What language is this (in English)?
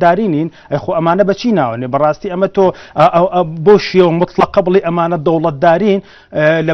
Central Kurdish